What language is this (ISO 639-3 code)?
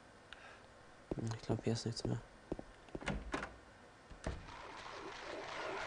deu